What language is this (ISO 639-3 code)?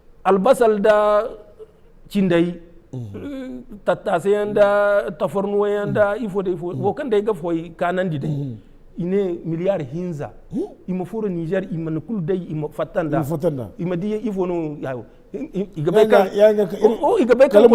dje